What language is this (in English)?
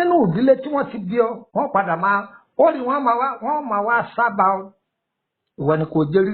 Yoruba